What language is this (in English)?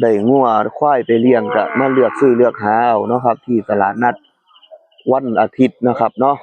Northeastern Thai